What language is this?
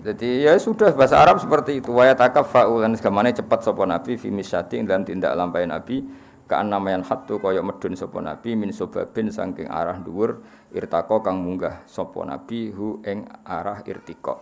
Javanese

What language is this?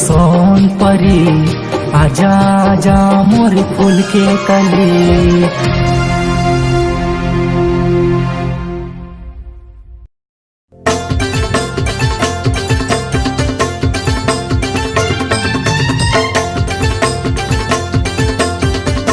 Chhattisgarhi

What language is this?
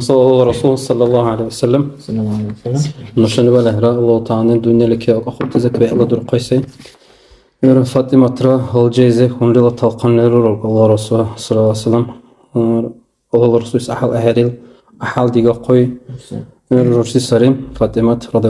Dargwa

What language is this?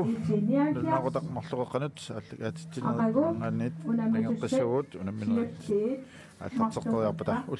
Kalaallisut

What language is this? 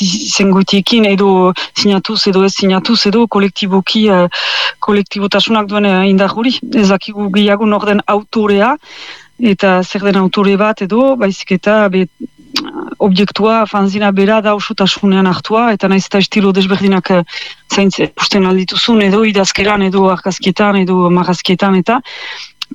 Basque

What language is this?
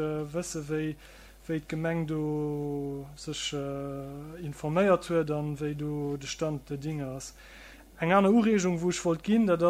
Luxembourgish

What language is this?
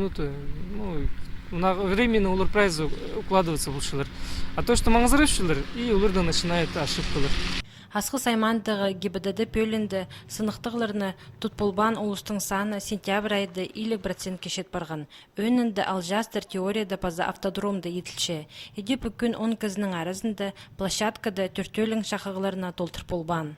Khakas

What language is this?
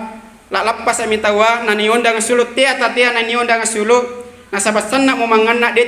Makasar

